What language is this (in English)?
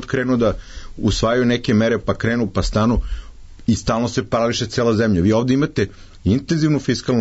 Serbian